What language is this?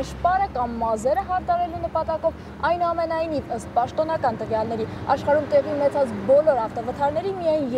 Armenian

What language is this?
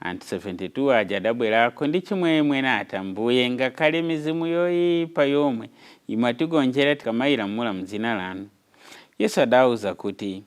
Nyanja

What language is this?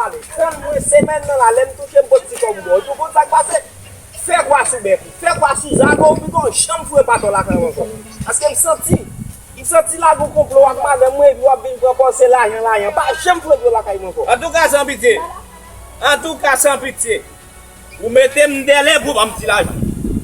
Haitian Creole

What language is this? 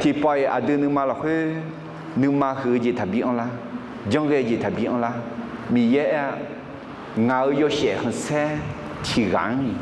Akha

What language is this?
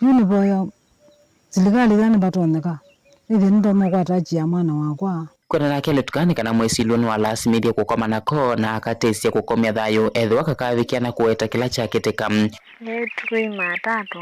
Kamba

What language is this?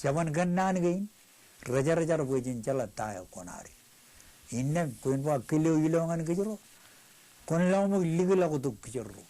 Marshallese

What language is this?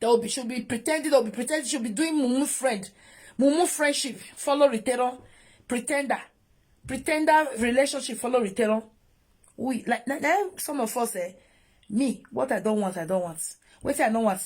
Nigerian Pidgin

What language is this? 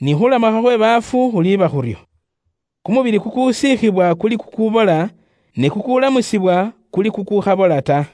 Luyia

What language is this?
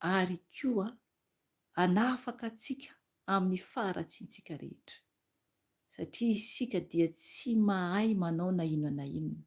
Malagasy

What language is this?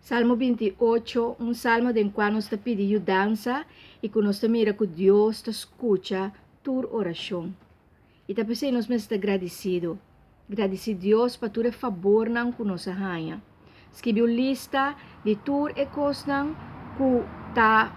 Papiamento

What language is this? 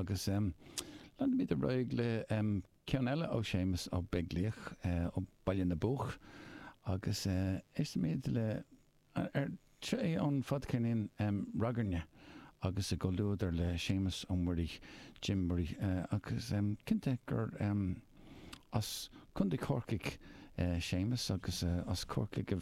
Irish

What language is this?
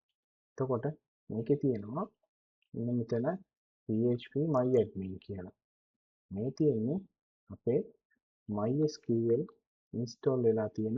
Sinhala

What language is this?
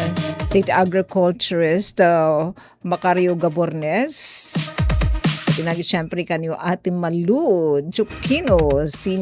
Waray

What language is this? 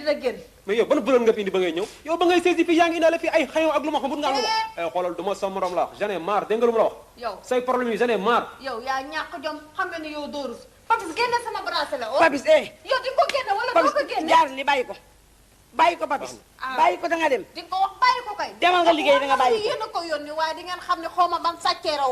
Wolof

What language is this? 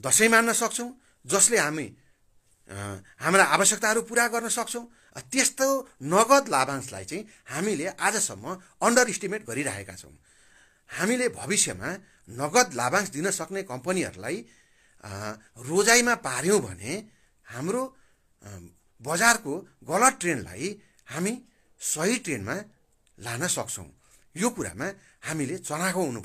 Nepali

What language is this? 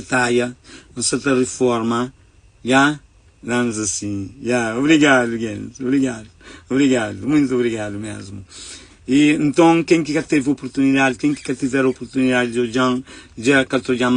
Kabuverdianu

